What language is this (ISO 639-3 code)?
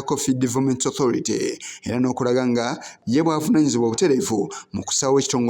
lug